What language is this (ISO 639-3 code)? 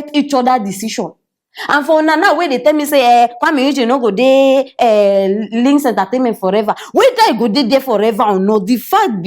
pcm